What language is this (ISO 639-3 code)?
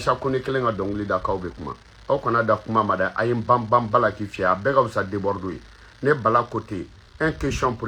bam